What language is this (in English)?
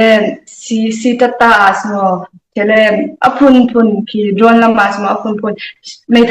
Falam Chin